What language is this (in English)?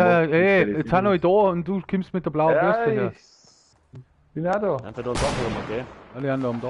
Bavarian